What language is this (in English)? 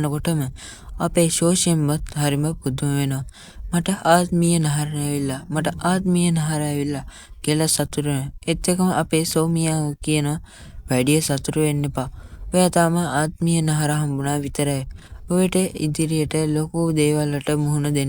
Sinhala